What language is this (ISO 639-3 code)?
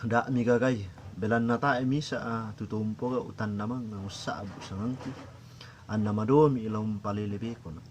sda